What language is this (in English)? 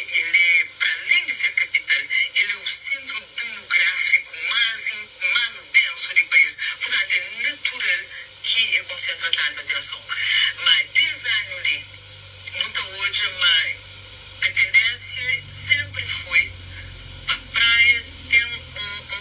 Kabuverdianu